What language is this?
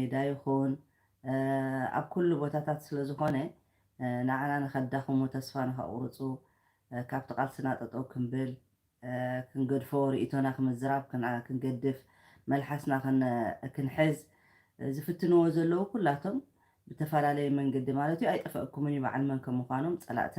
Tigrinya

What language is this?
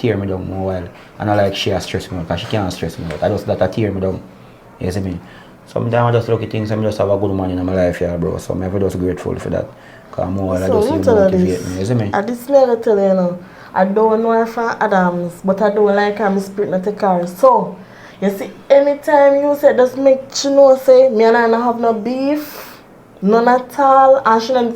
Jamaican Creole English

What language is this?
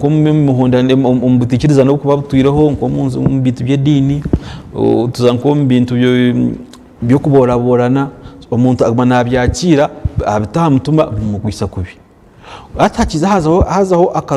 Nyankole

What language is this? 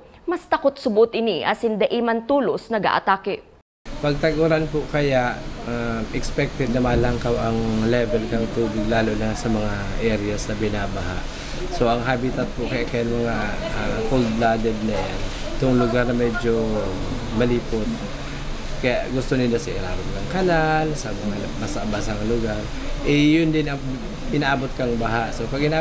Bikol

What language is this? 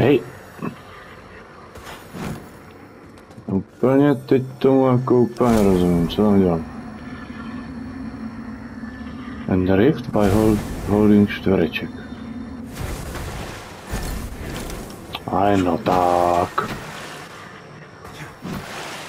Czech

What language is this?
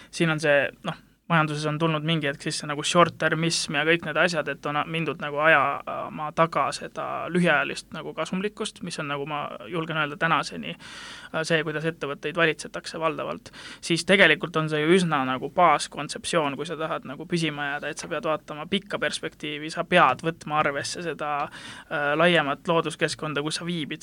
Estonian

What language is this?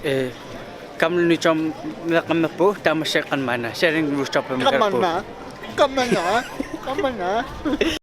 Kalaallisut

